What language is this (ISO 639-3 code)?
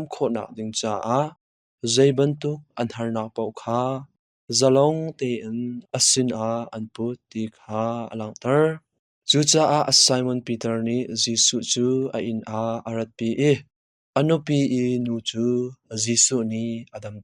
cnh